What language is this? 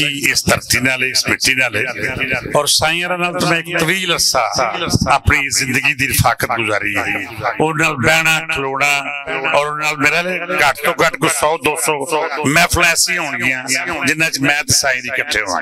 Western Panjabi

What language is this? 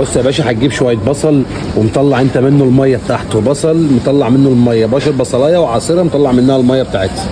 Egyptian Arabic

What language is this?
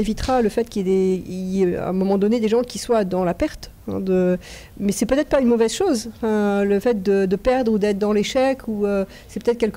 French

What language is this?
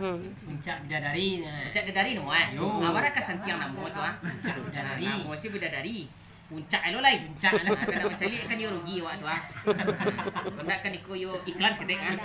Minangkabau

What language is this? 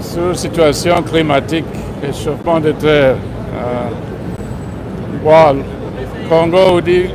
Luba-Lulua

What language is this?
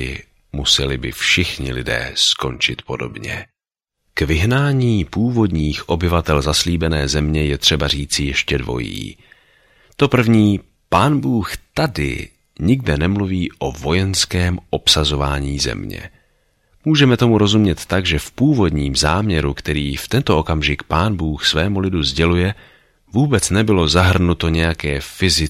Czech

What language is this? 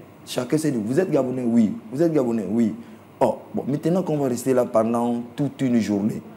French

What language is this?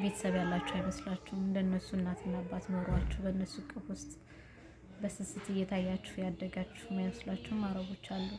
Amharic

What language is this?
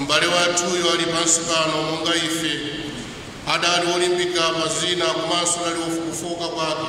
Nyanja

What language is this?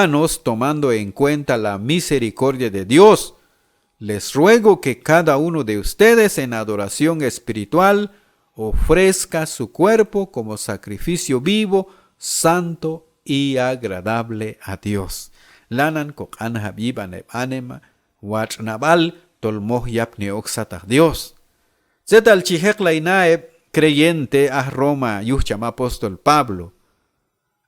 Q'anjob'al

